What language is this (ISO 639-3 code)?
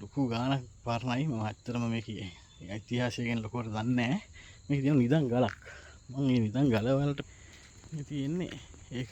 sin